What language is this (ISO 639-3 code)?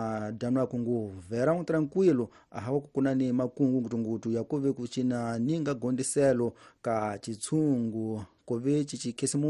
tso